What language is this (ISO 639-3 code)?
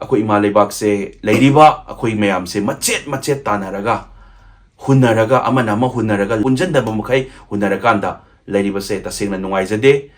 mni